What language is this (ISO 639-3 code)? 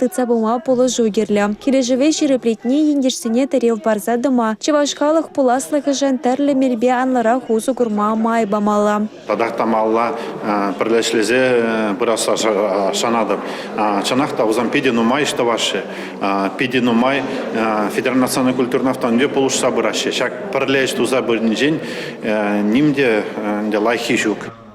chv